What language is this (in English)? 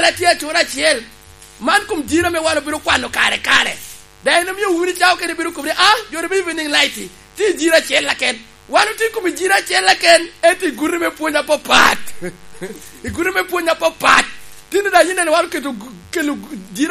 Lango (Uganda)